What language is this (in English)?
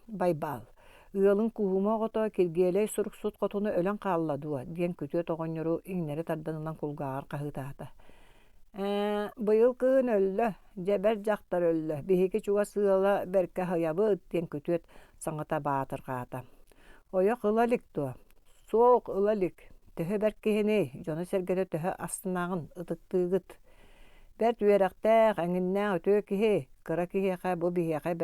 Yakut